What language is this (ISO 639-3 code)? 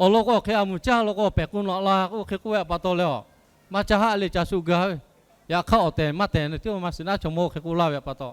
lhu